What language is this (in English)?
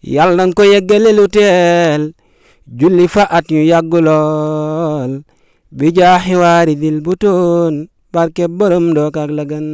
Wolof